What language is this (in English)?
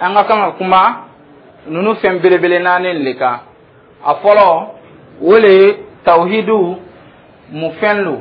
Dyula